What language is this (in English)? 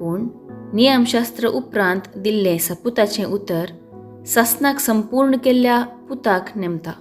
Konkani